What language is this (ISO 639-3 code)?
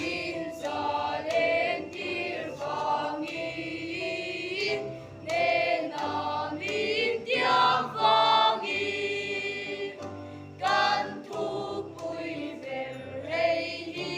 lus